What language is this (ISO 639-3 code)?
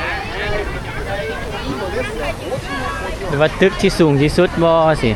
lao